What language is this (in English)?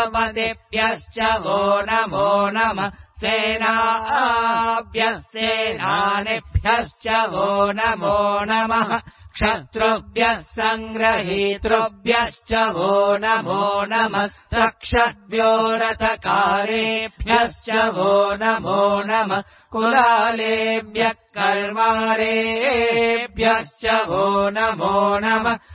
Sanskrit